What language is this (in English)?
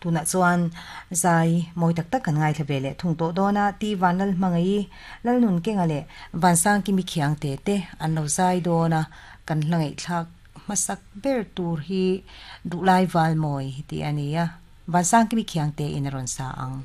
Mizo